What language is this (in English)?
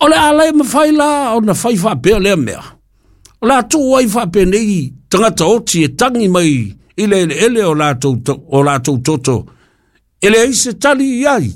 Samoan